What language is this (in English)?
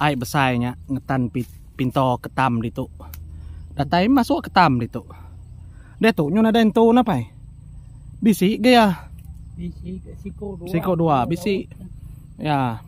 Iban